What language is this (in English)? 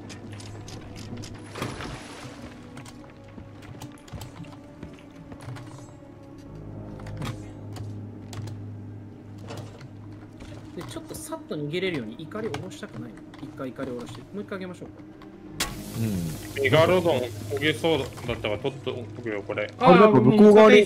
Japanese